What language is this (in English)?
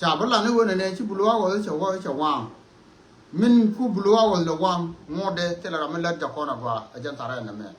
Nuer